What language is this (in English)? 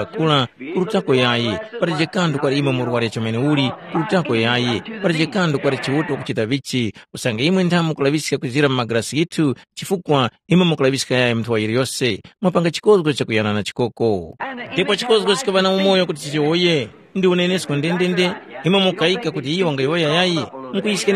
Tumbuka